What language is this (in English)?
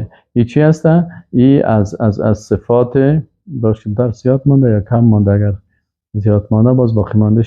Persian